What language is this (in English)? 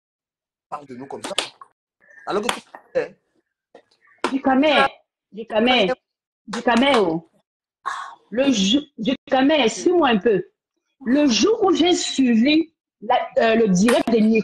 French